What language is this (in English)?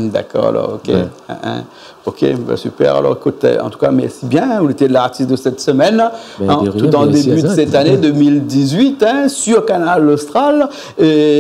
Réunion Creole French